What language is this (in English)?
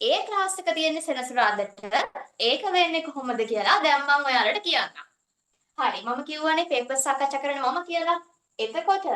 Sinhala